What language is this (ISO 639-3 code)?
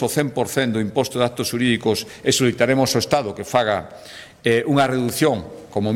glg